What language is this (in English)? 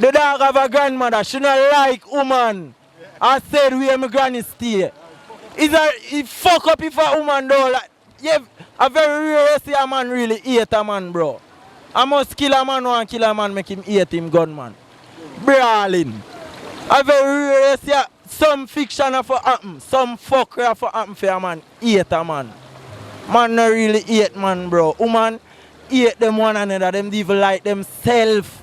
Jamaican Creole English